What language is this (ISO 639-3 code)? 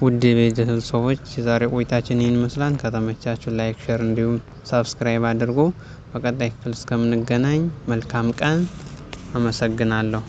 amh